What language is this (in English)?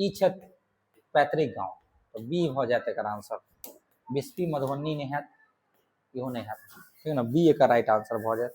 Maithili